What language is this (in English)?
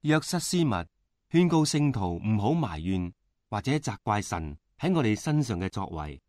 Cantonese